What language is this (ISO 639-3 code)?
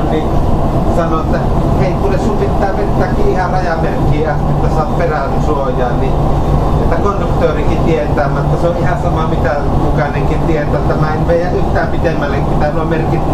fin